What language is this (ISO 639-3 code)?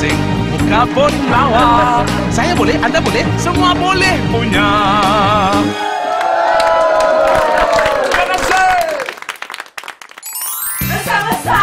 msa